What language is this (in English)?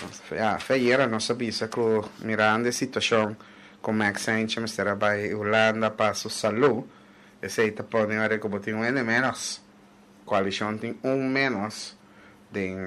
Papiamento